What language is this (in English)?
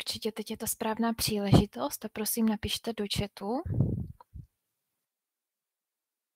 Czech